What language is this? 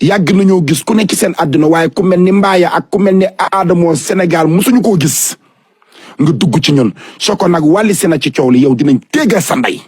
Wolof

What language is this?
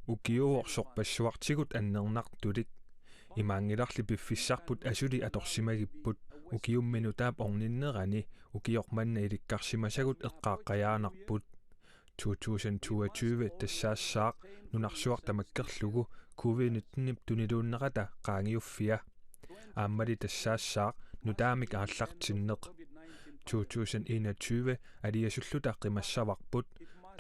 Kalaallisut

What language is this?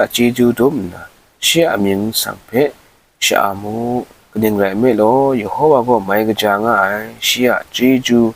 Kachin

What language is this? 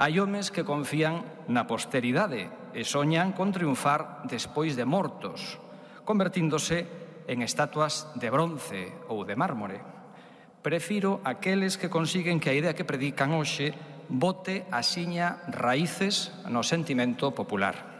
Galician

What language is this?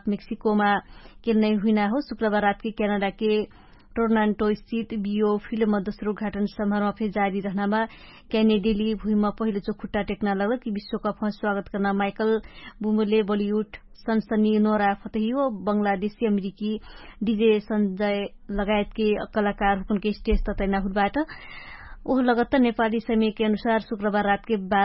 Dangaura Tharu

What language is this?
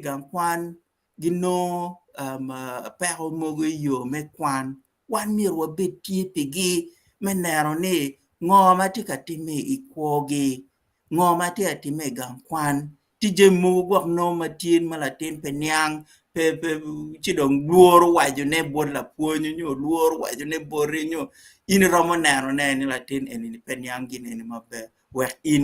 Acoli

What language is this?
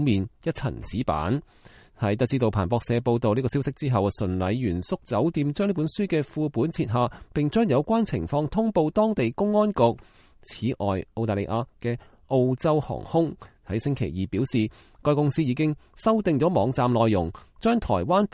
Cantonese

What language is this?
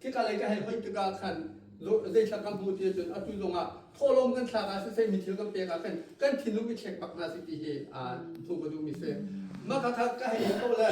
Hakha Chin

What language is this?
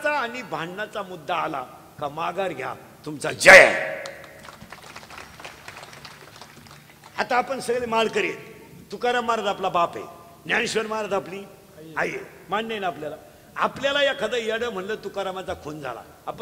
Marathi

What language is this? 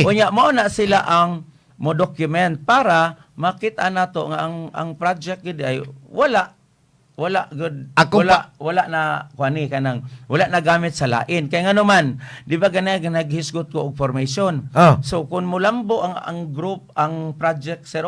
Cebuano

